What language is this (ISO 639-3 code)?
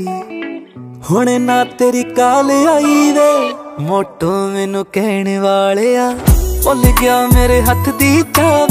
pan